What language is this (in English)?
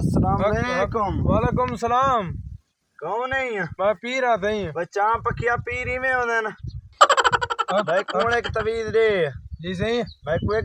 Saraiki